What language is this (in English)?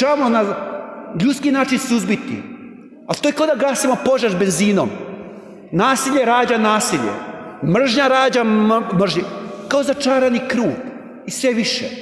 Croatian